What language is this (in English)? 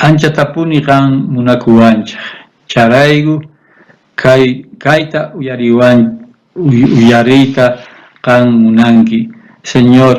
South Bolivian Quechua